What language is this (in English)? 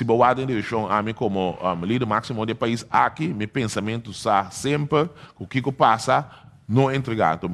Papiamento